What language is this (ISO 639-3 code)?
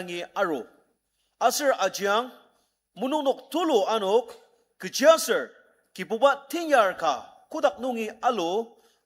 njo